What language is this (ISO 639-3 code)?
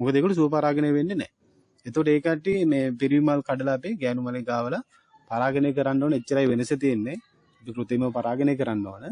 sin